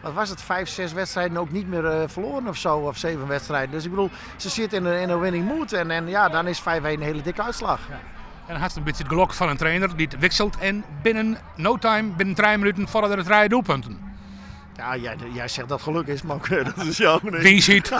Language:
Western Frisian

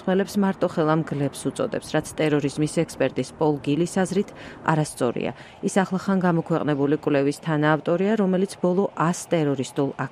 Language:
Georgian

